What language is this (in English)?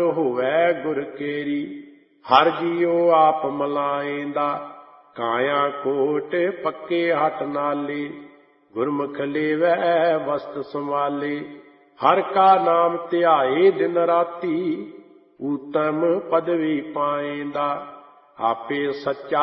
Punjabi